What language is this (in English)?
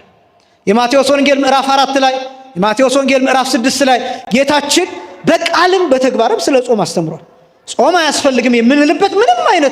Amharic